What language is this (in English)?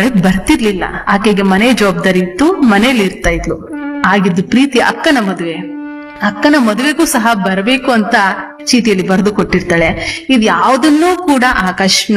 Kannada